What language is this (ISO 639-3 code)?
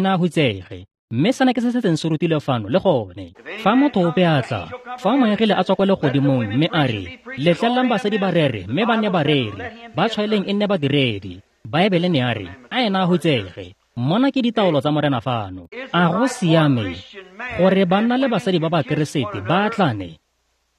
tsn